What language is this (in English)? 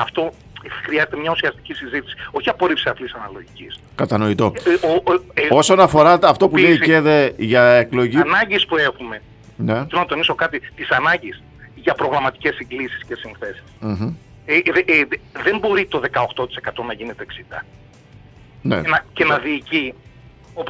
Greek